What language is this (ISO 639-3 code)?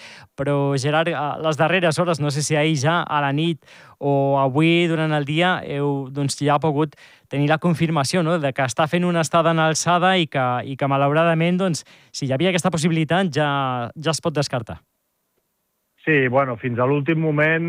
cat